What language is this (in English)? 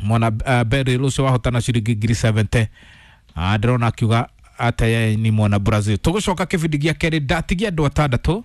Kikuyu